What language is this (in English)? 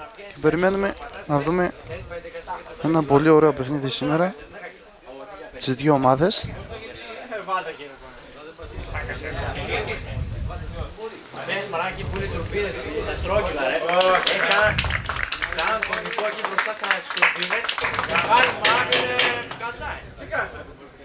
Greek